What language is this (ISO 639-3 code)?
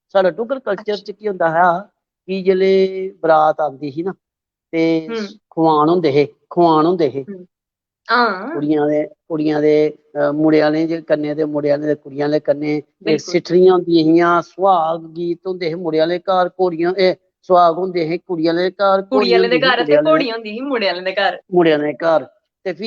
doi